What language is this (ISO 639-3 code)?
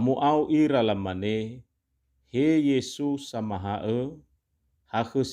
nia